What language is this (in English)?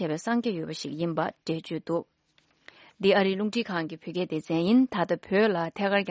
Tibetan